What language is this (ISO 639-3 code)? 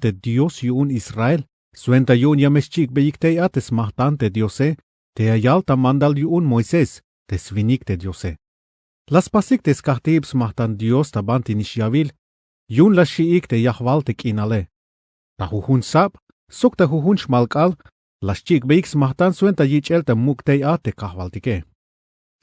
tzh